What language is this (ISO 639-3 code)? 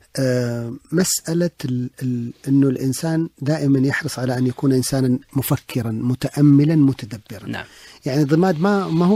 ars